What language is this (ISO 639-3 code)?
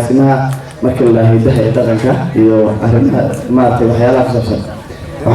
som